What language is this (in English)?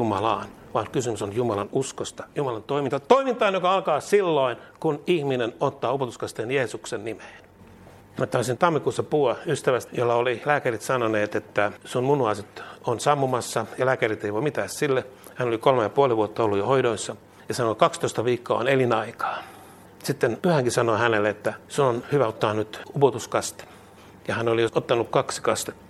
Finnish